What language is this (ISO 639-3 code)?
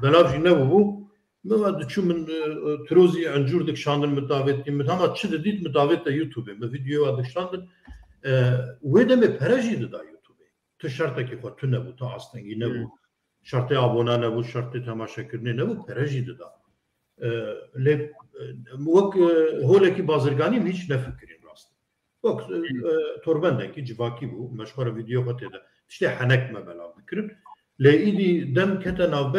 kur